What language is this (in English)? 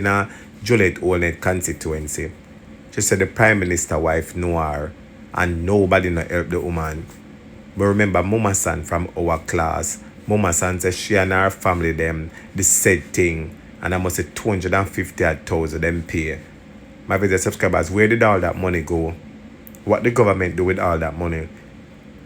Jamaican Creole English